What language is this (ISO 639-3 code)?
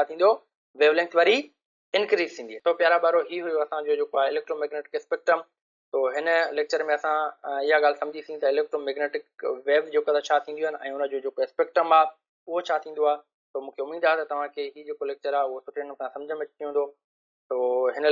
snd